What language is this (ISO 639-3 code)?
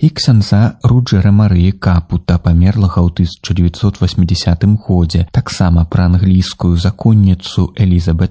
bel